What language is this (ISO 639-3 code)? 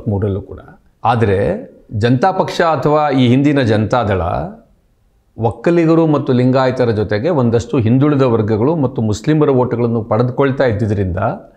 kan